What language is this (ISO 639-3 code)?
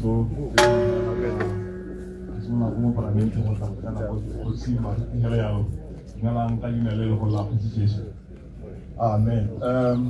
tsn